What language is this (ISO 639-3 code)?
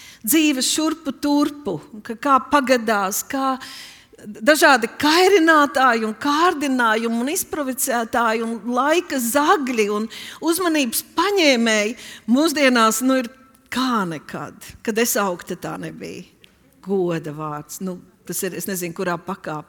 lav